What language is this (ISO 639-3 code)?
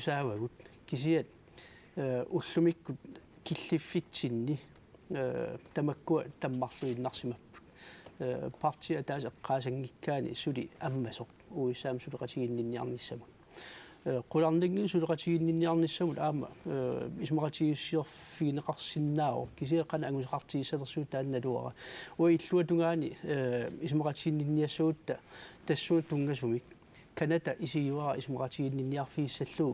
kal